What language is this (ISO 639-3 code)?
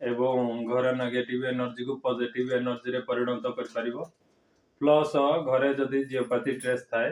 ori